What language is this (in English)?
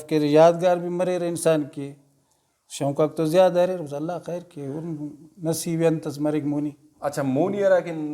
Brahui